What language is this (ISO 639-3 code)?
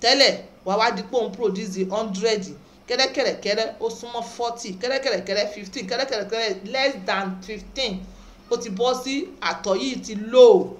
yor